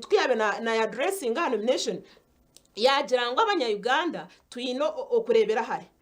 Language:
Nyankole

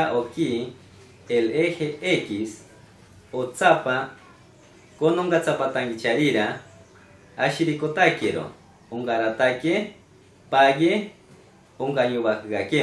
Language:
Machiguenga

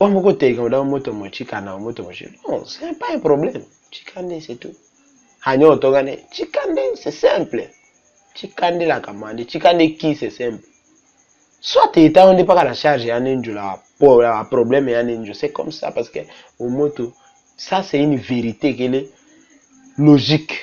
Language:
Tetela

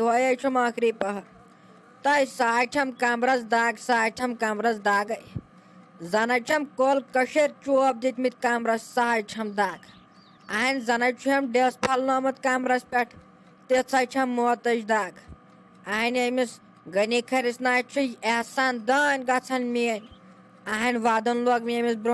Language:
Kashmiri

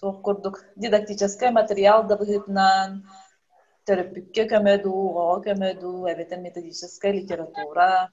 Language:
Yakut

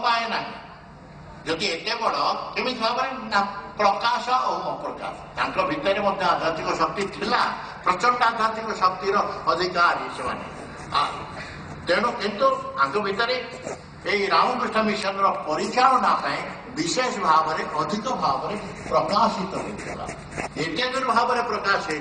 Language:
Odia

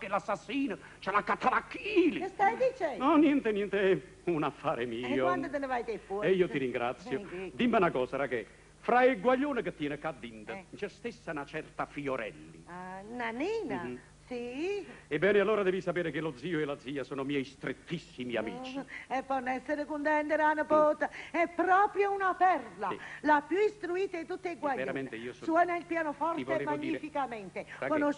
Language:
Neapolitan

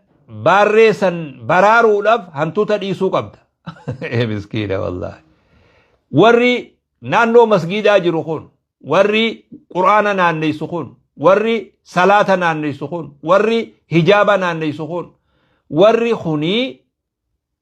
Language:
Oromo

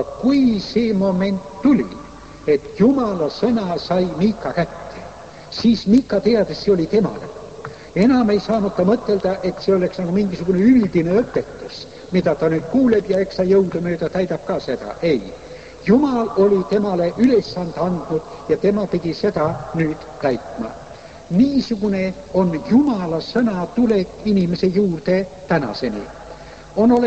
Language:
Estonian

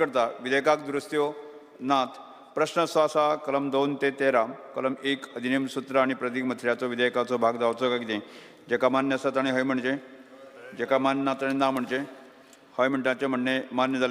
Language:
Konkani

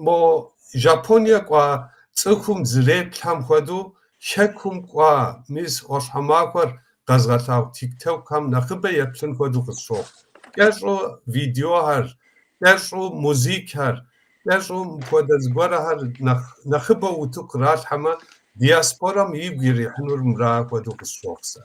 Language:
Kabardian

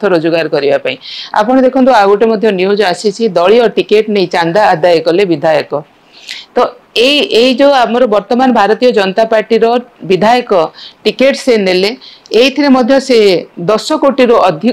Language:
Odia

